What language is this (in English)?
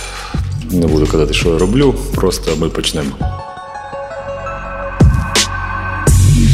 Ukrainian